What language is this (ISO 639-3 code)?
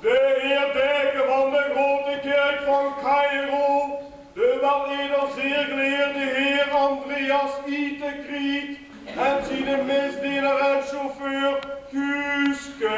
lim